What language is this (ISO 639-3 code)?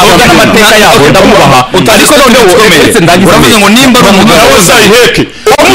kin